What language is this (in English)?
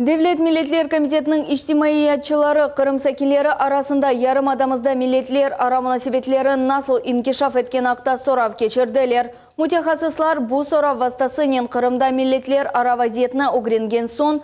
Crimean Tatar